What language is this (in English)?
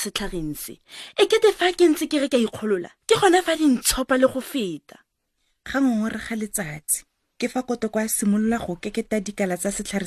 Tswana